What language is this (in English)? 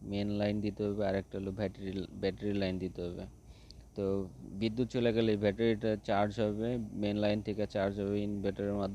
Bangla